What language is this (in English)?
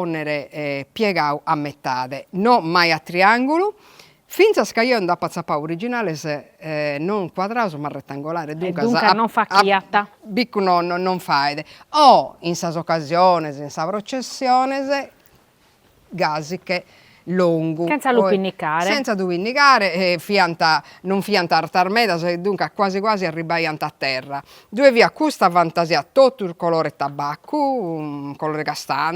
Sardinian